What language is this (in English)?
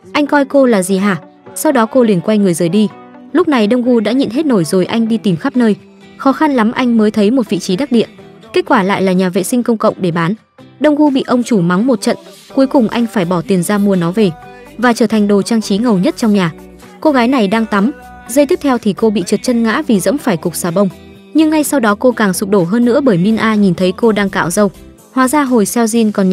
Vietnamese